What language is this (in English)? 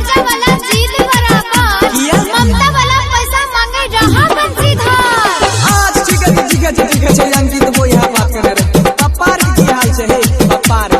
Maithili